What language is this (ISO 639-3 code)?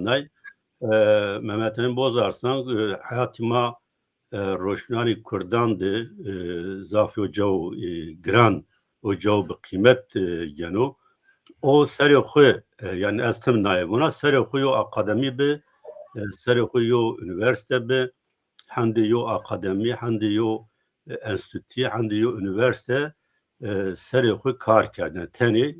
zza